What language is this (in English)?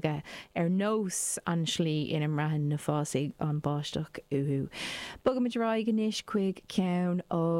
Irish